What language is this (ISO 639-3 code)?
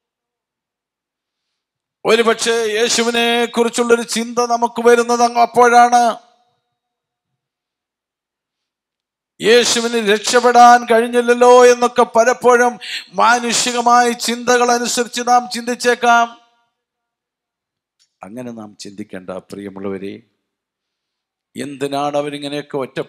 mal